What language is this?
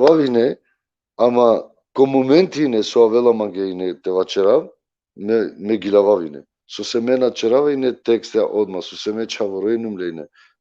Balkan Romani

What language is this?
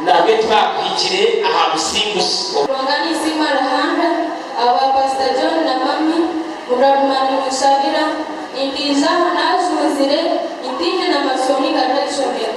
Nyankole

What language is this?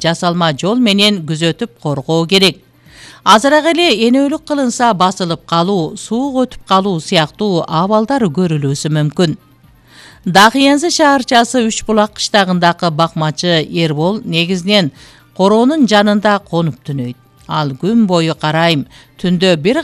Kyrgyz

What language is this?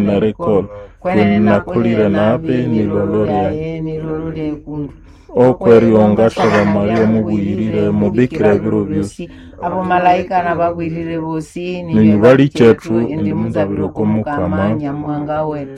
Nande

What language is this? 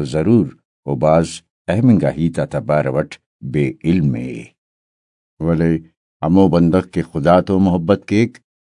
Brahui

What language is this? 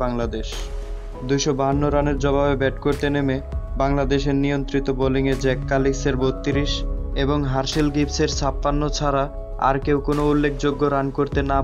Bangla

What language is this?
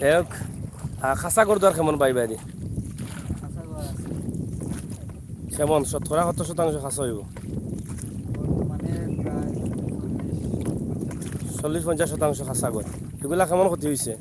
Sylheti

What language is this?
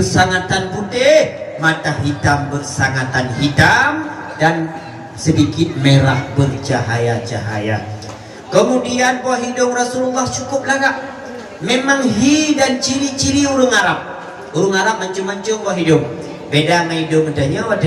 Achinese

